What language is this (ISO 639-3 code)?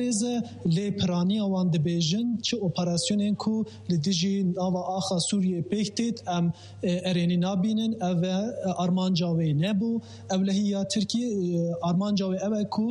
kur